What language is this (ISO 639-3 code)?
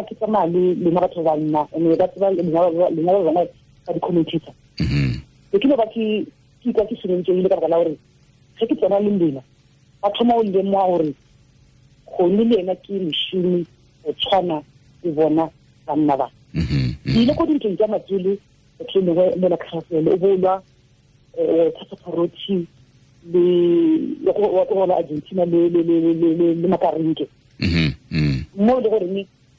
tsn